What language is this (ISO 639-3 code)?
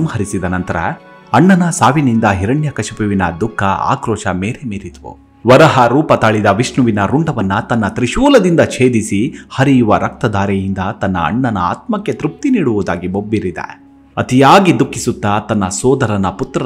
kan